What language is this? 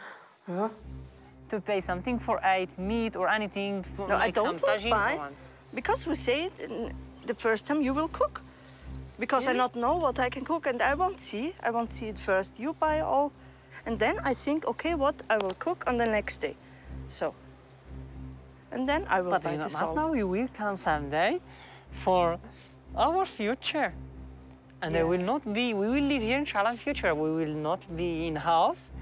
German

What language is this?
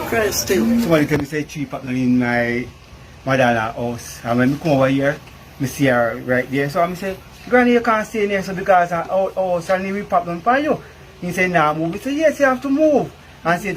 Jamaican Creole English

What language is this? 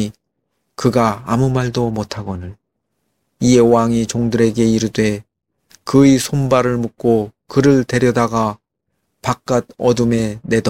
Korean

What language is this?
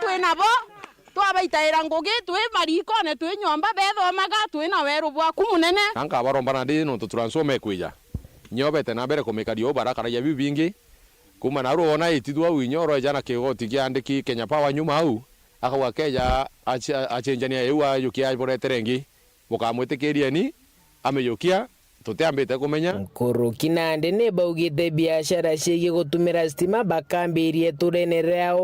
Meru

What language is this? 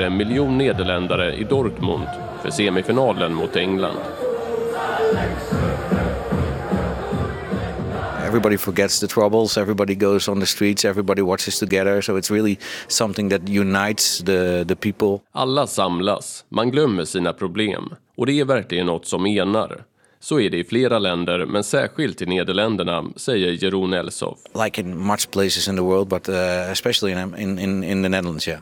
Swedish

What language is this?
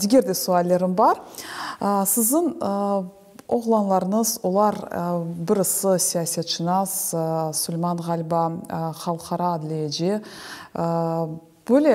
Crimean Tatar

